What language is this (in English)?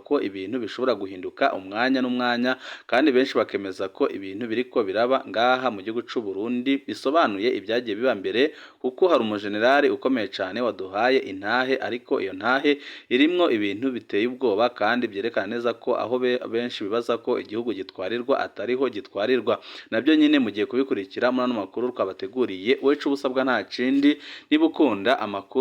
Rundi